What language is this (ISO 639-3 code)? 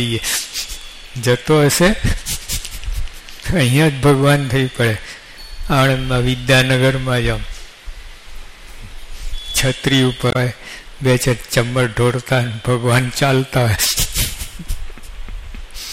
guj